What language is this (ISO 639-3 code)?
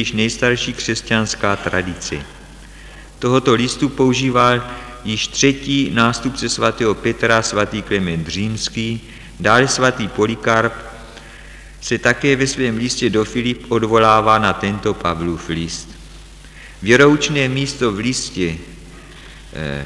ces